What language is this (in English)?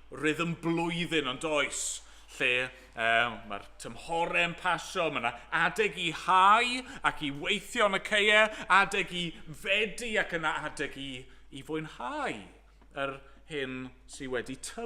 Welsh